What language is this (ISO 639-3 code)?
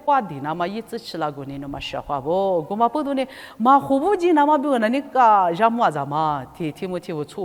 lis